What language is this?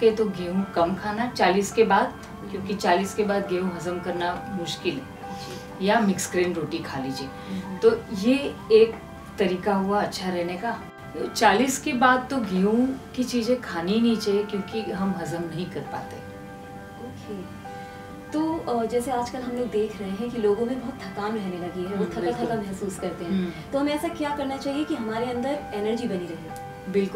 Hindi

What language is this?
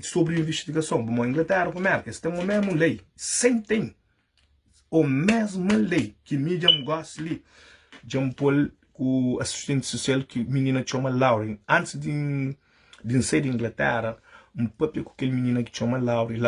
Kabuverdianu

